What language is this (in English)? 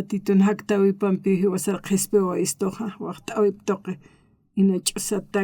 Aymara